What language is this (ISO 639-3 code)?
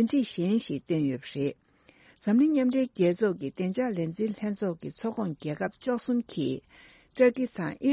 bod